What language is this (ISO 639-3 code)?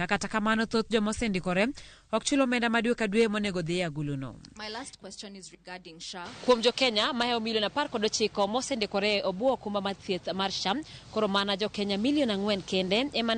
luo